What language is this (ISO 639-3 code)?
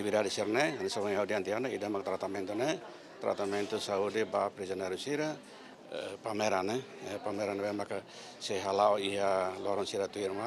tet